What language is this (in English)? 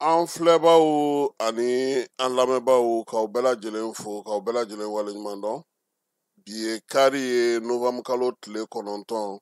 Bambara